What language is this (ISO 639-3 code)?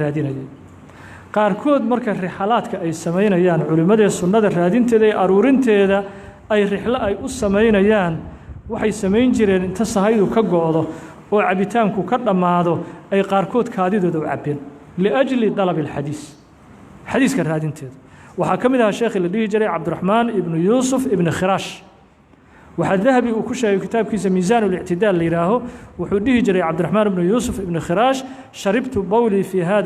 som